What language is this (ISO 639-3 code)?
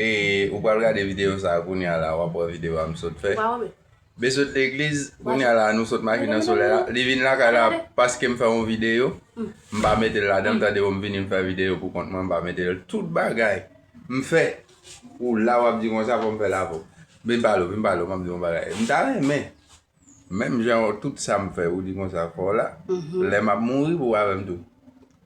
hat